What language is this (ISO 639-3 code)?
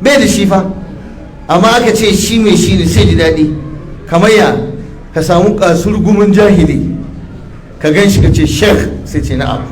hau